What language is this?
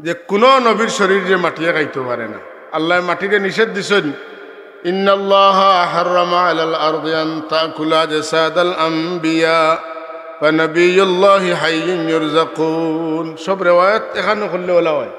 Sylheti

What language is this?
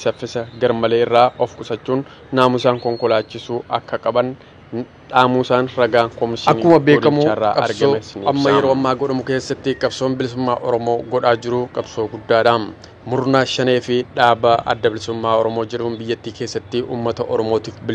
Oromo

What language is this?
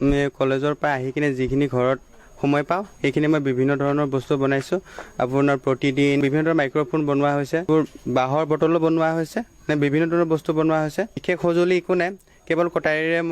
Assamese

